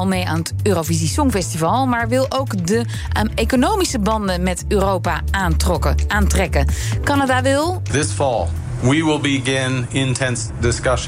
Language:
Dutch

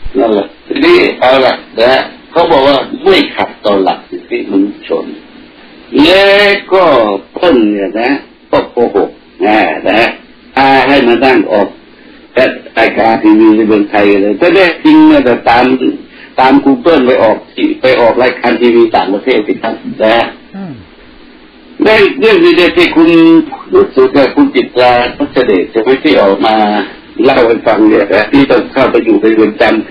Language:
Thai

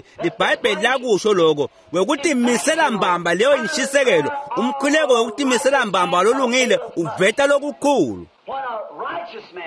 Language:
Swati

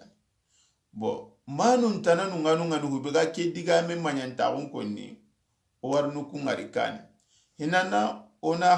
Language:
Soninke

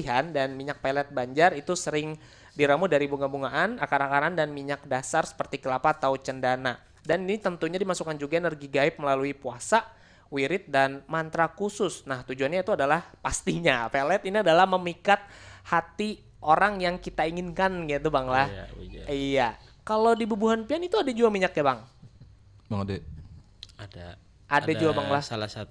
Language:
Banjar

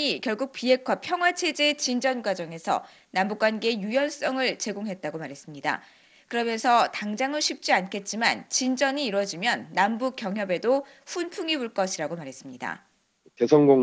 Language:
Korean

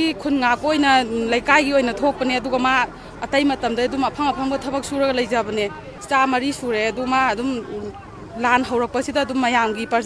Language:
Manipuri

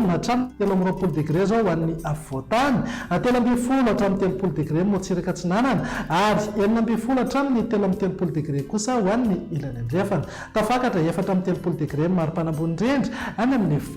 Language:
Malagasy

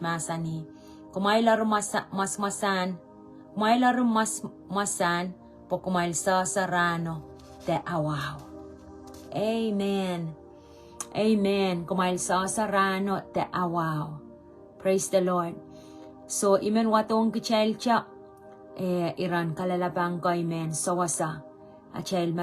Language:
Pohnpeian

